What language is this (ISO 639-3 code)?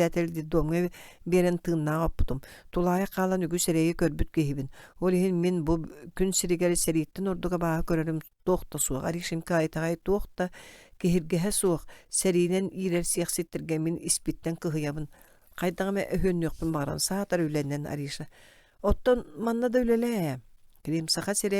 sah